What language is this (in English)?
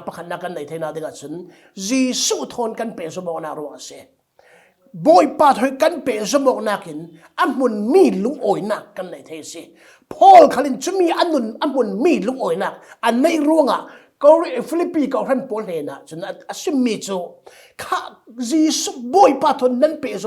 Falam Chin